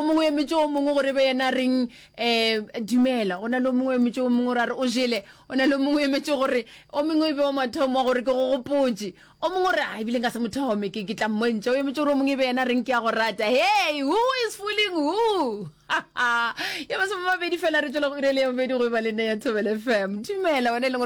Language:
Northern Sotho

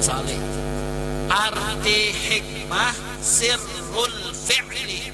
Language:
Banjar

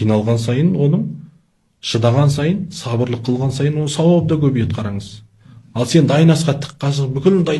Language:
Kazakh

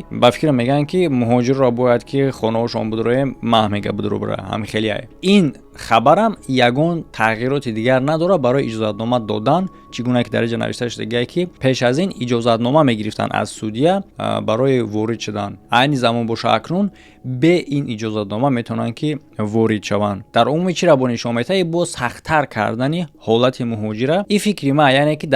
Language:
Tajik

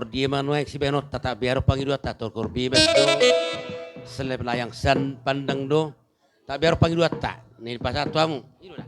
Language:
Batak Toba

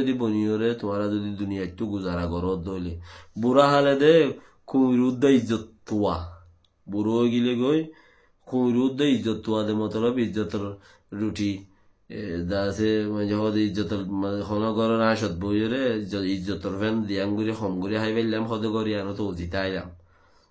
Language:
Rohingya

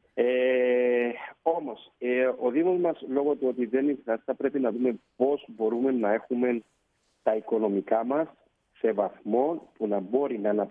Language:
Greek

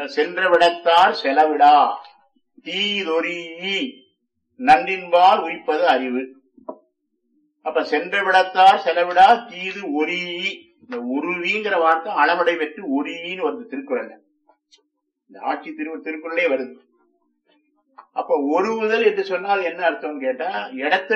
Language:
Tamil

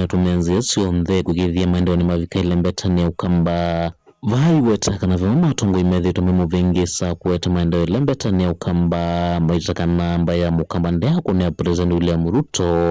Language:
Kamba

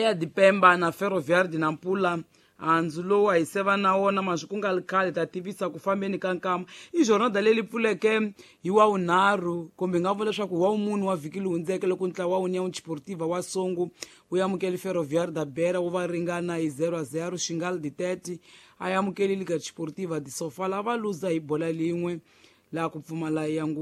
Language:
Tsonga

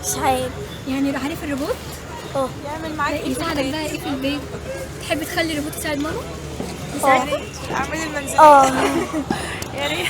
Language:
Egyptian Arabic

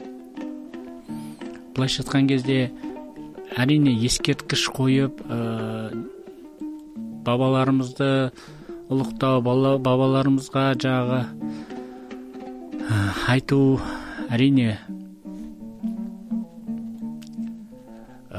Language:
Kazakh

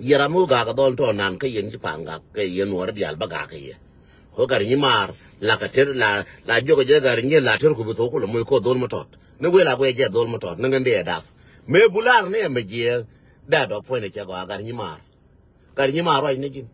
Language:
Nuer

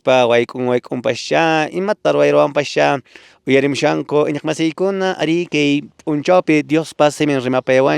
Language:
Quechua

